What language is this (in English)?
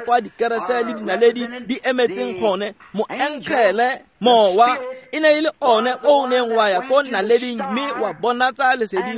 Tswana